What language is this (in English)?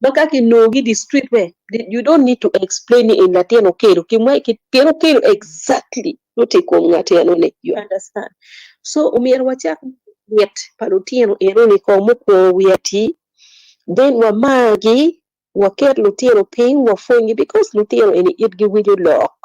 Acoli